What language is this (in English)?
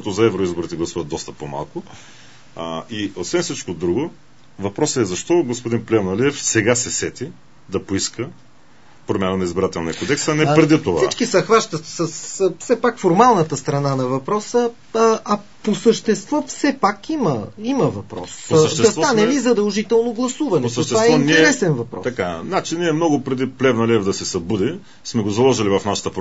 Bulgarian